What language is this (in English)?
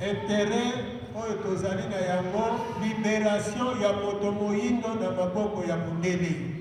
Lingala